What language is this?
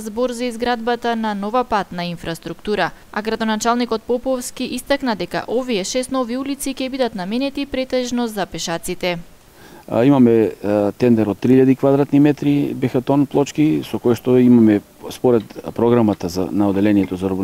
Macedonian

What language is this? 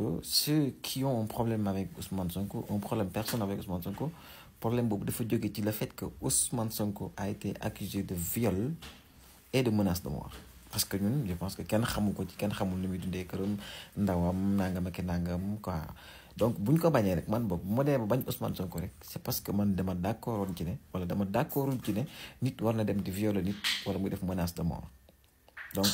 Wolof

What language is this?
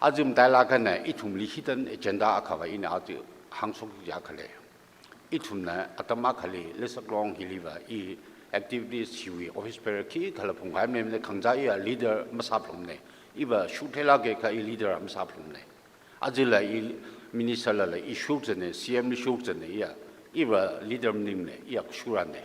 Tangkhul Naga (India)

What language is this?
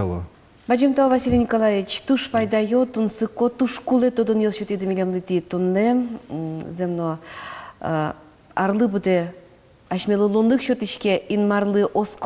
Udmurt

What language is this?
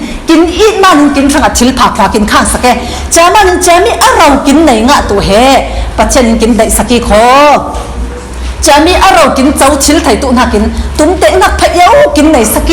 Falam Chin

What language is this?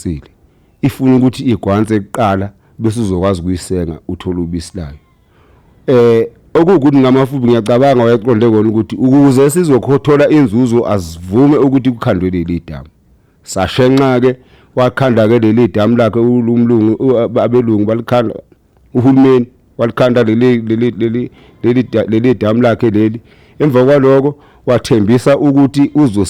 Zulu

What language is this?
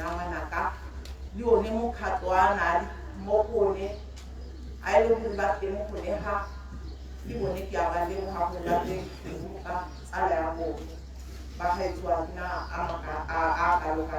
Tswana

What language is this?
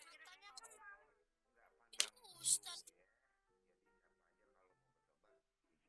Betawi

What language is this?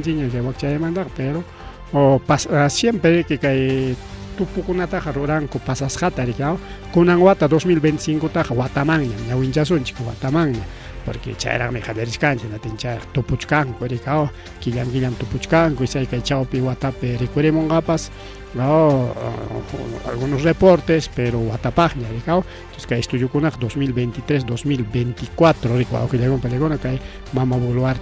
Ayacucho Quechua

